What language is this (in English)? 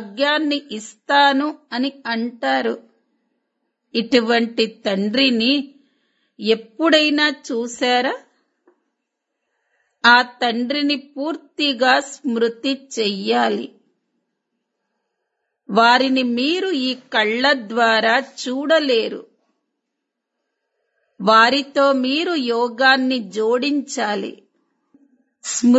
Telugu